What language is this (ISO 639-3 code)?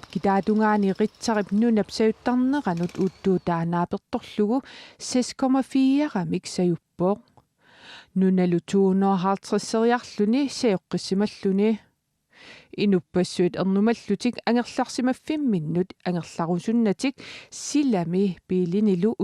kal